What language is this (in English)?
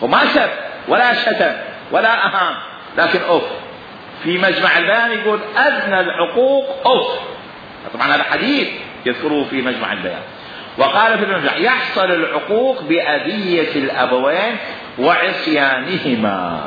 Mesopotamian Arabic